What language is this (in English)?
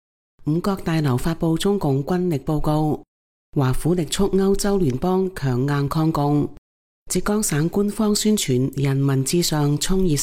Cantonese